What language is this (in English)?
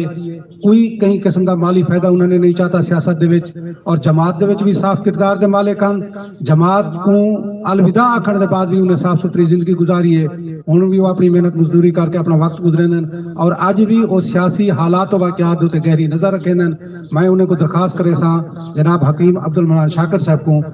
Saraiki